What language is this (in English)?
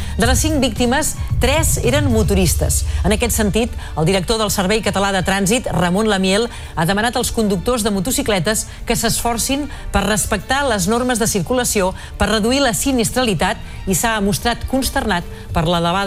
Catalan